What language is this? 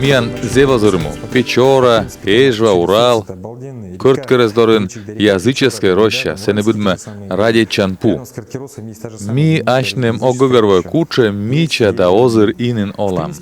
Komi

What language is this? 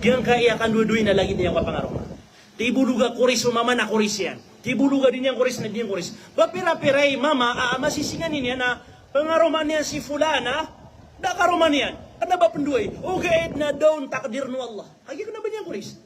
Maranao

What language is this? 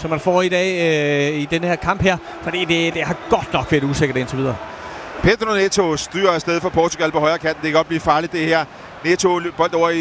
Danish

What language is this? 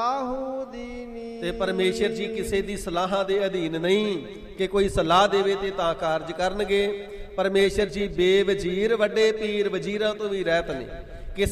Punjabi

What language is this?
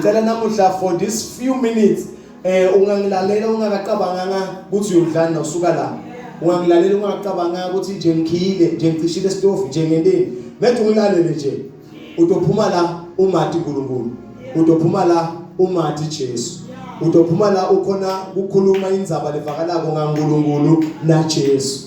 Zulu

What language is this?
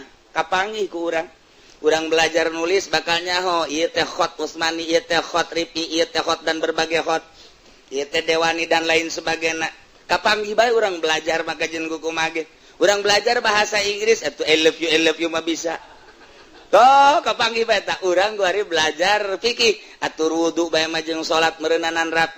Sundanese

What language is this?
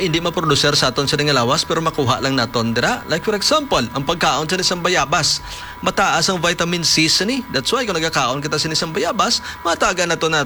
Hiligaynon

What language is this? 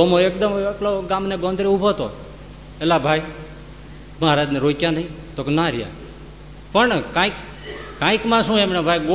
Gujarati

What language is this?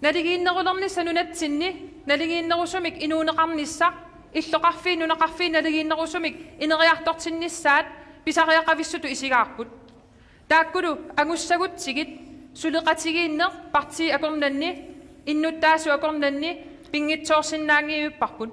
Kalaallisut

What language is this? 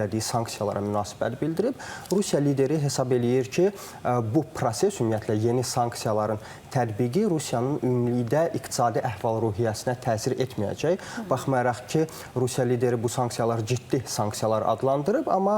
Azerbaijani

